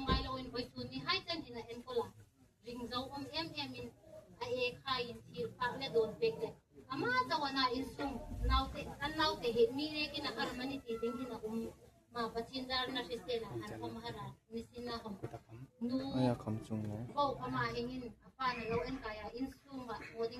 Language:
Hmar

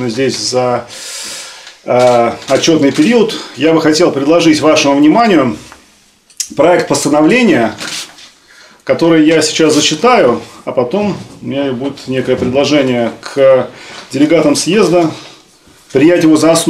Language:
Russian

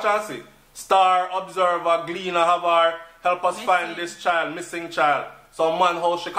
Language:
Jamaican Creole English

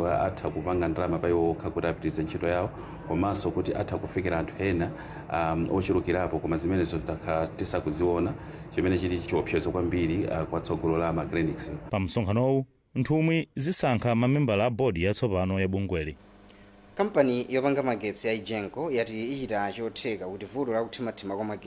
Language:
Nyanja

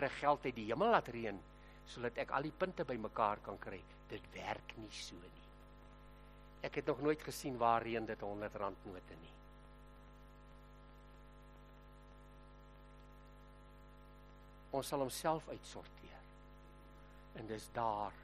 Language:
Afrikaans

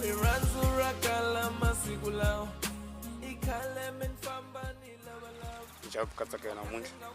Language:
Tsonga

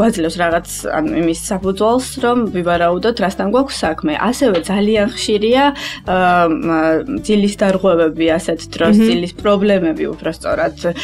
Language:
Georgian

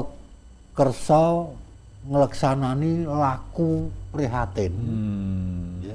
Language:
Javanese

